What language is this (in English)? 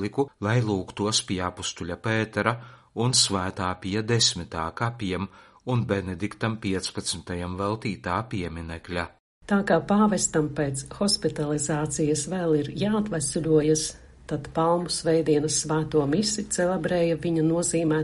Latvian